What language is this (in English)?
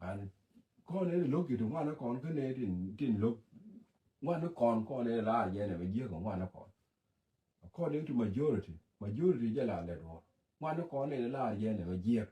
Nuer